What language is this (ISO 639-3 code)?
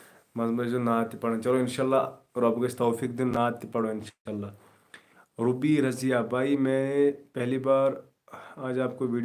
kas